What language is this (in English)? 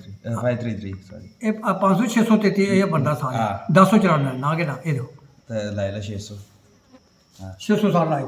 Dogri